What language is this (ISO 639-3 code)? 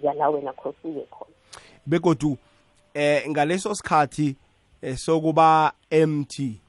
nbl